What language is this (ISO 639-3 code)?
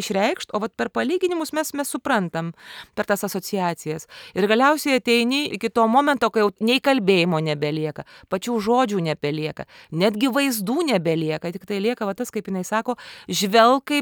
lit